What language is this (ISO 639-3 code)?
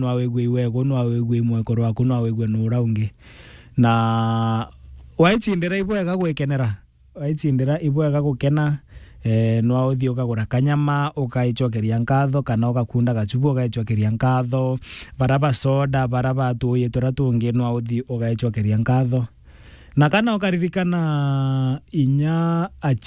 mer